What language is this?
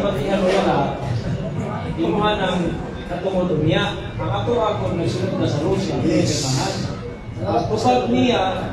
Cebuano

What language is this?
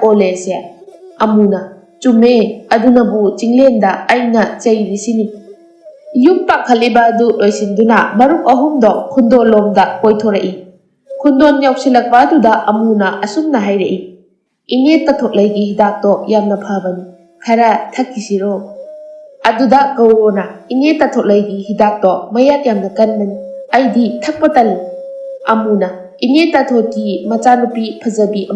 Manipuri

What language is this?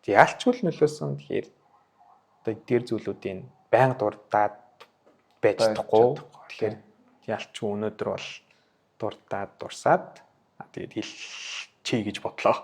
Mongolian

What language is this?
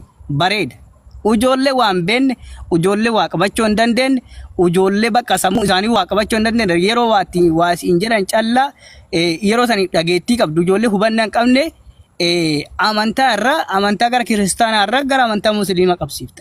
Oromo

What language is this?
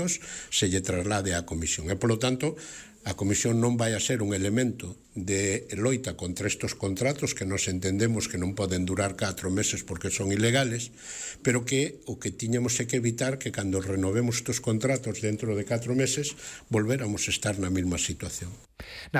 Galician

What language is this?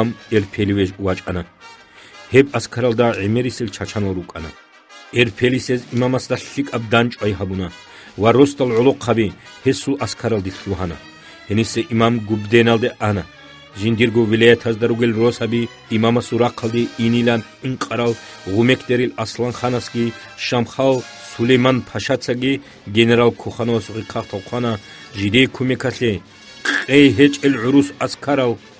Avaric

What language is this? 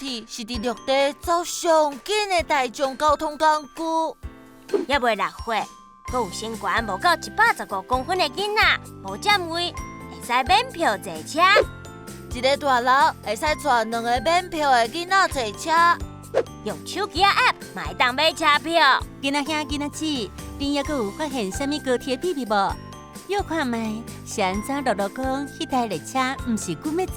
Min Nan Chinese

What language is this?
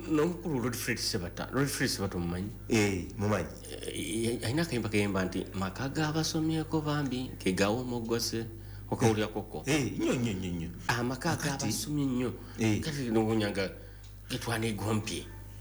Ganda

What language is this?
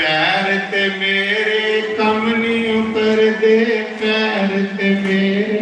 Dogri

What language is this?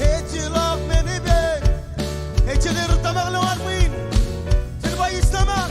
Marshallese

